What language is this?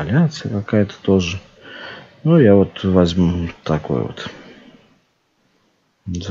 Russian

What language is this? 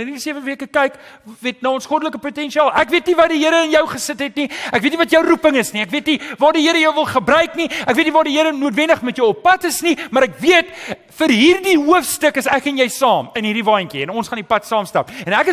Afrikaans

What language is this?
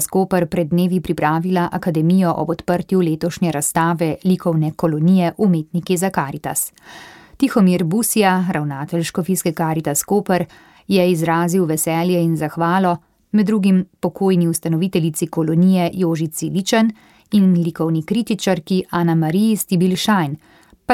Slovenian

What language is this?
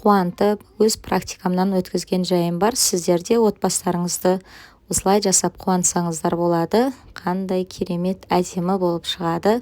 Kazakh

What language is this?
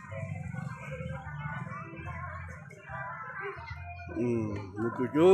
S'gaw Karen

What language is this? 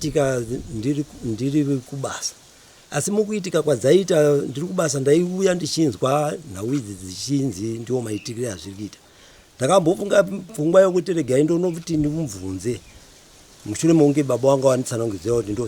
Shona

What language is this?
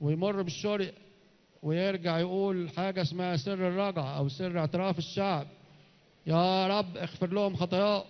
Egyptian Arabic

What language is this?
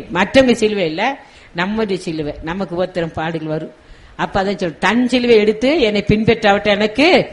Tamil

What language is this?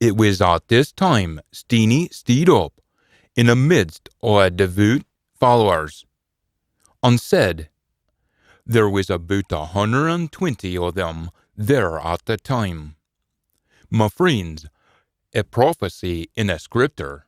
Scots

